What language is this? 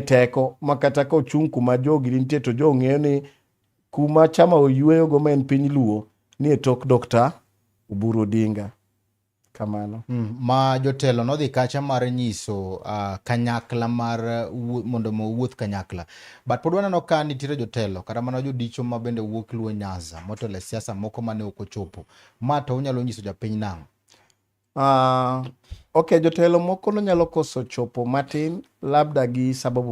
Luo (Kenya and Tanzania)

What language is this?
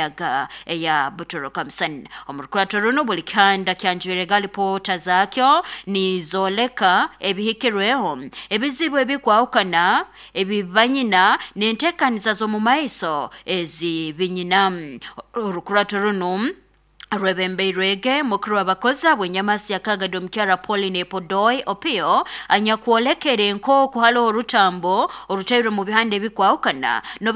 Nyoro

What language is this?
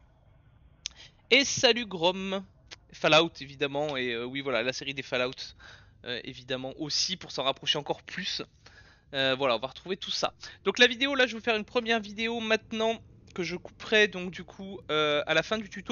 French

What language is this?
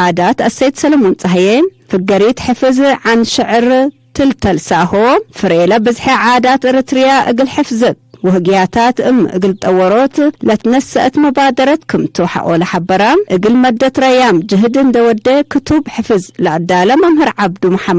Tigre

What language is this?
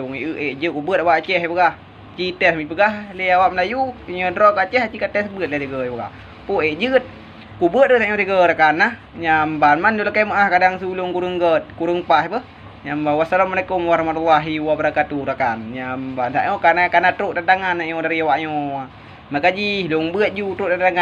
Achinese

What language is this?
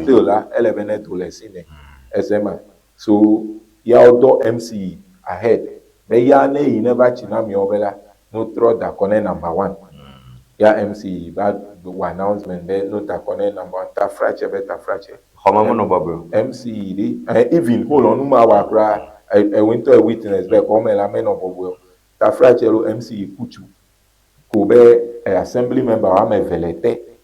Ewe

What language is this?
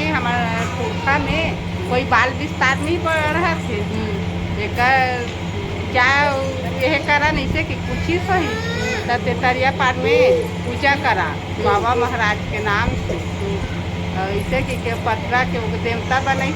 Chhattisgarhi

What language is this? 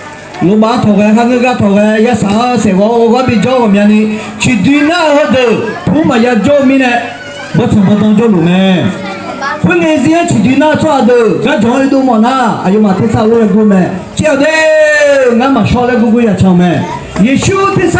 Akha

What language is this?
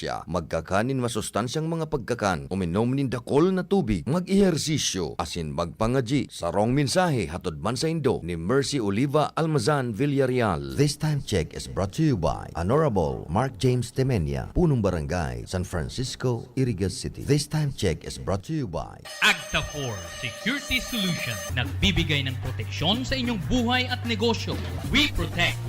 Bikol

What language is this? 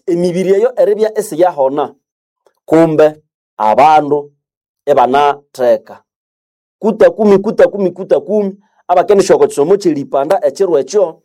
Nande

